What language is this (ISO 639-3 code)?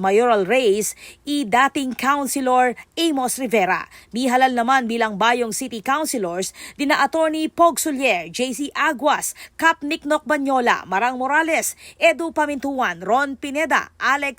pam